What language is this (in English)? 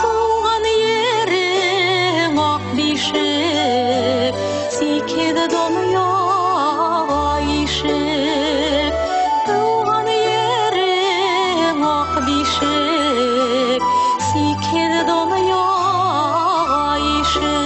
Bashkir